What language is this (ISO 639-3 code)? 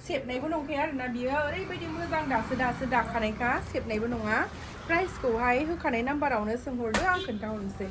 brx